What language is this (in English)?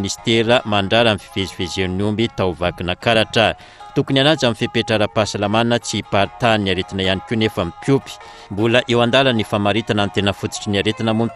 Malagasy